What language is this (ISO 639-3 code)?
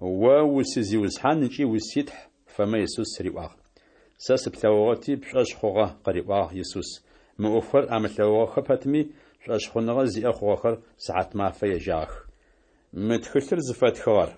ady